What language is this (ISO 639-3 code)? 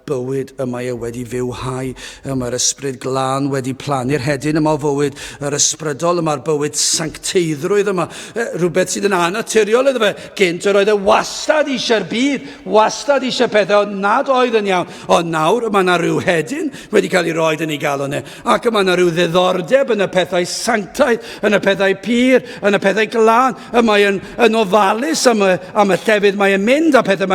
cym